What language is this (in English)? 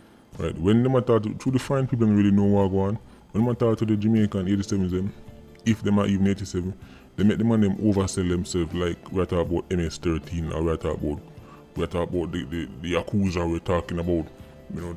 Jamaican Creole English